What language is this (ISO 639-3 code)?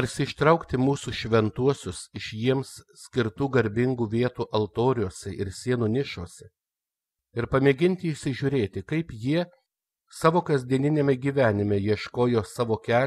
lit